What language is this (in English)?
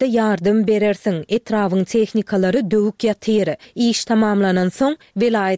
Turkmen